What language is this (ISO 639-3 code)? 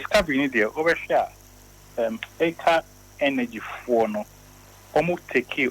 aka